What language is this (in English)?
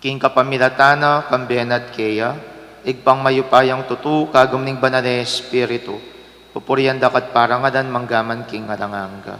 Pampanga